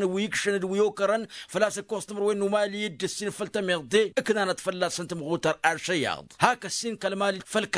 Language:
Tamasheq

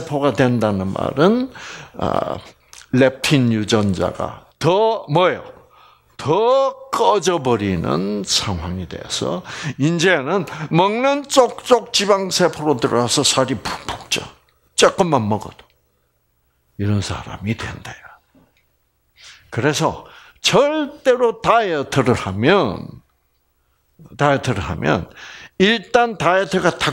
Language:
Korean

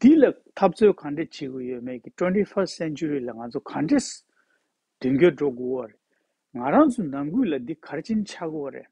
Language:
Tibetan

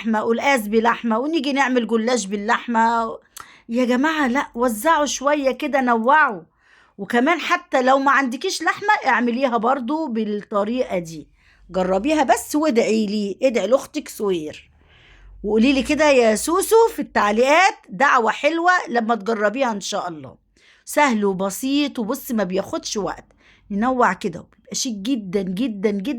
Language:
Egyptian Arabic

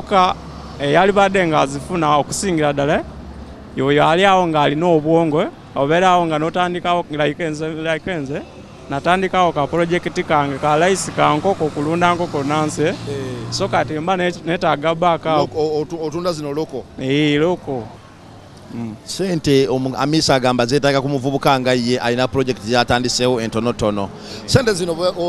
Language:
Ganda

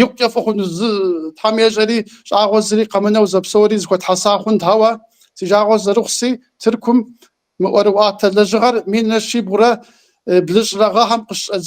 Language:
Kabardian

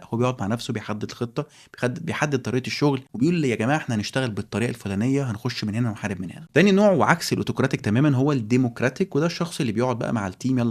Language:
Egyptian Arabic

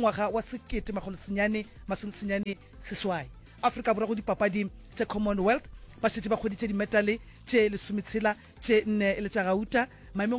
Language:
Northern Sotho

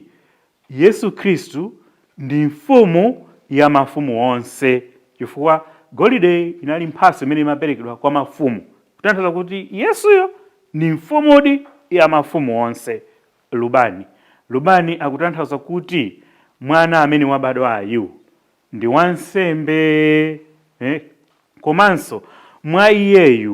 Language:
Nyanja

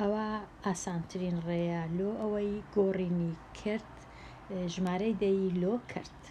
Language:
Central Kurdish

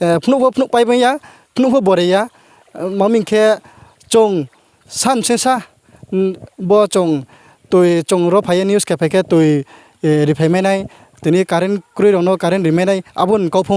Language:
Riang (India)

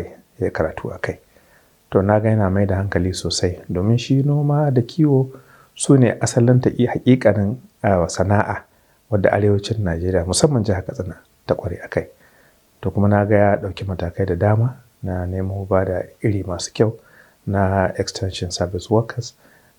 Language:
Hausa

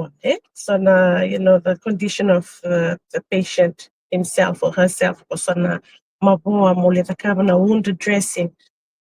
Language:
Fijian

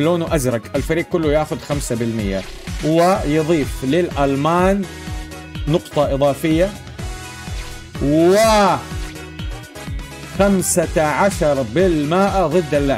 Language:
Arabic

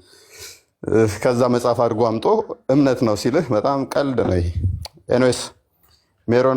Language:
Amharic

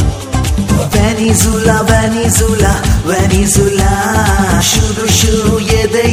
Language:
Kannada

